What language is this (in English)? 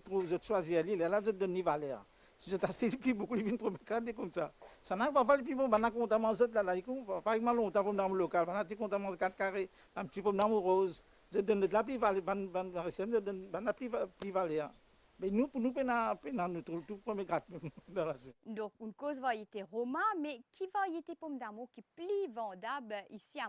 Morisyen